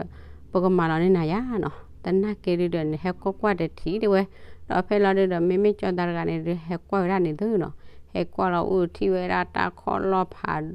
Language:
S'gaw Karen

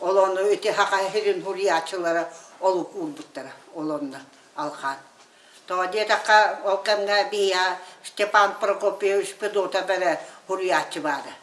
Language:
Yakut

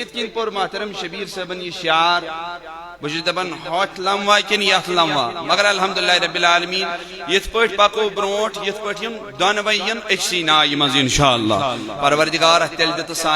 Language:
Kashmiri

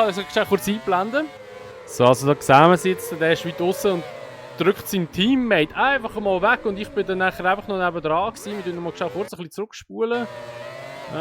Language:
Swiss German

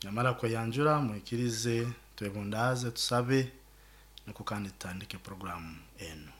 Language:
Nyoro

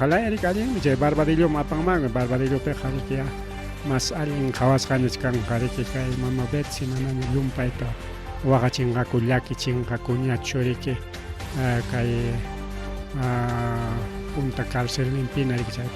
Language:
Ayacucho Quechua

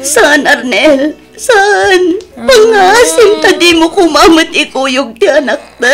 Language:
Iloko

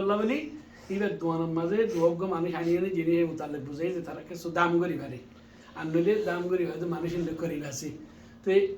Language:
Rohingya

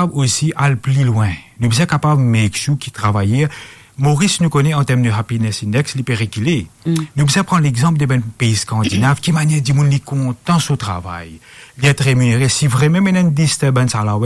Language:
Morisyen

